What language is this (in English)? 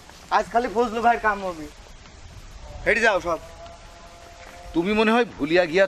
Bangla